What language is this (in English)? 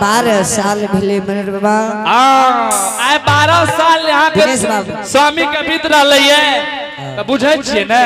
Angika